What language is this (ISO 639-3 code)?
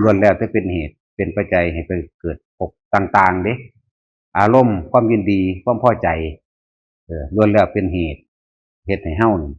tts